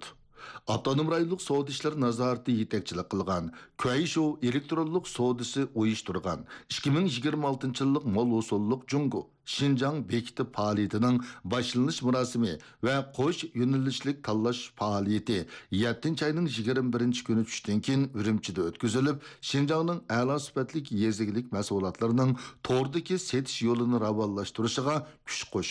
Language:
Uyghur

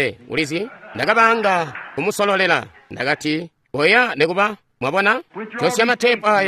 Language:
Tonga (Zambia)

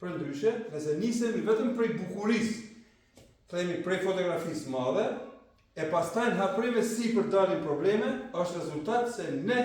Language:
Albanian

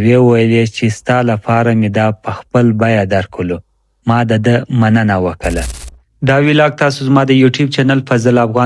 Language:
Pashto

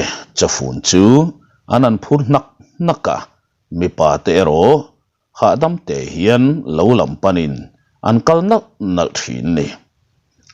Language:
Mizo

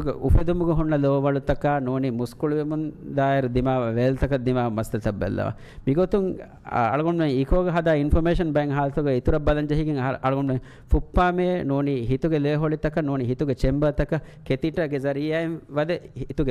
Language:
Divehi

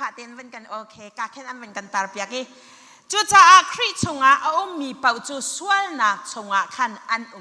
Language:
Hakha Chin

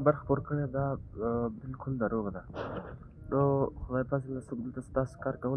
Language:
Pashto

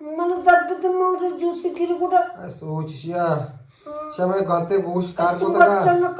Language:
Eastern Balochi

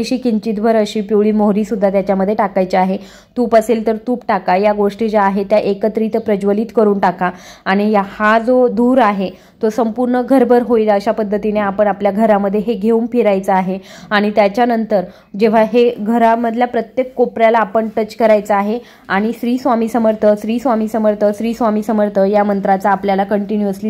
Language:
Marathi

